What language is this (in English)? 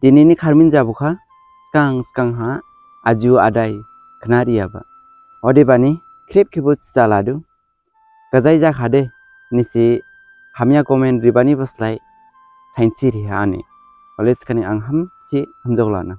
Dimasa